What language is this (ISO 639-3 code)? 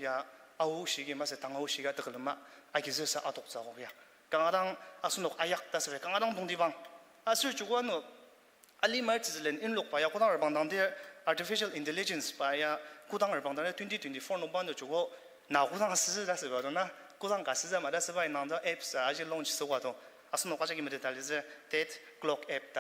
njo